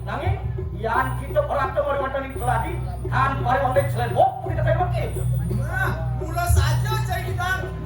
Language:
Balinese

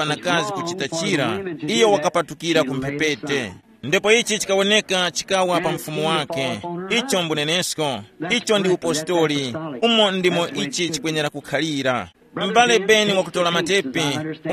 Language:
Tumbuka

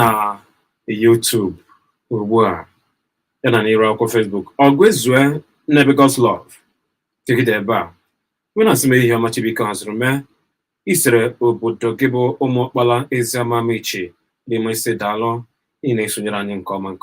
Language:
Igbo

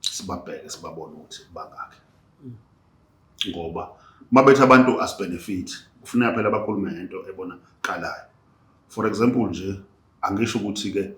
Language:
Zulu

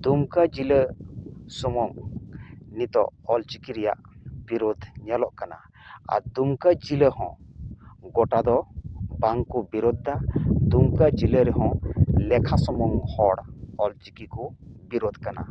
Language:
Santali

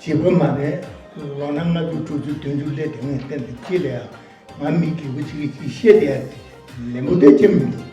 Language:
Tibetan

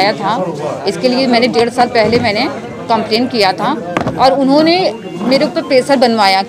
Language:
Hindi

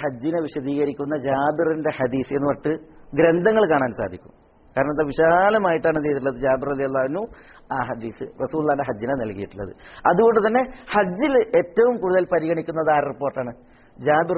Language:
Malayalam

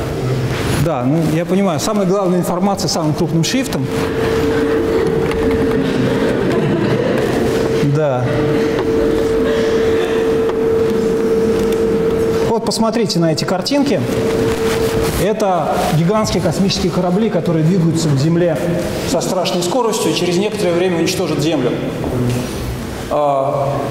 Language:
Russian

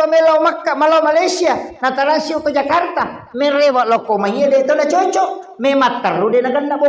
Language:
Buginese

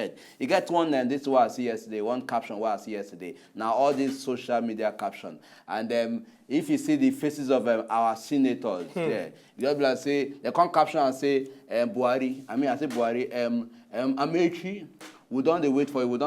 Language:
Nigerian Pidgin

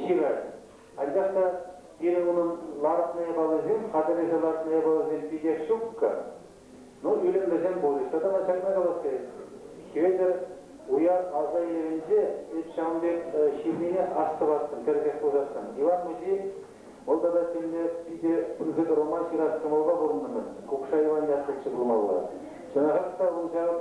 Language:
Chuvash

